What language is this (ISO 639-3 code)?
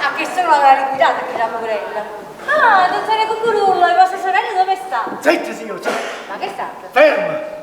nap